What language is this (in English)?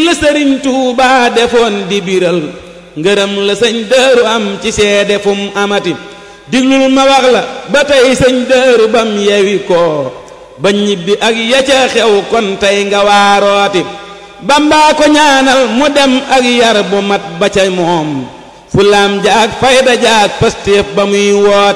Wolof